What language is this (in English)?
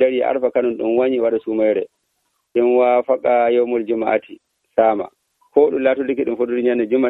Nigerian Fulfulde